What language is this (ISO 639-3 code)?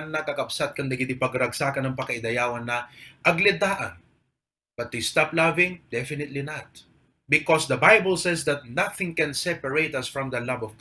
ilo